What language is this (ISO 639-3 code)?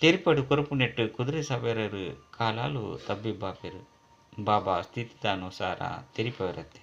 tcy